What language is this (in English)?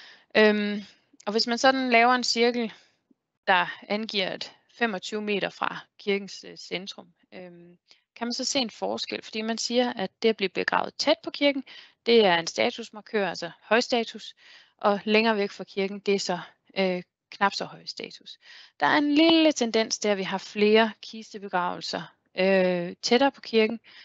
Danish